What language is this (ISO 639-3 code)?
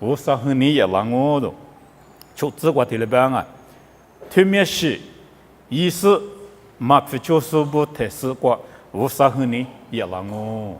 lis